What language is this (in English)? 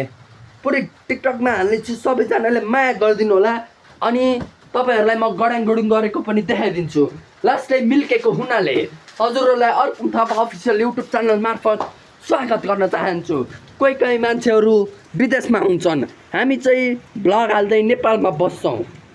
Nepali